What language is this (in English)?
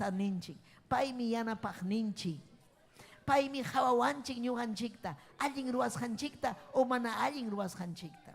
Ayacucho Quechua